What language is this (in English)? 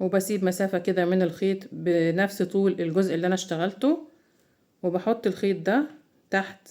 Egyptian Arabic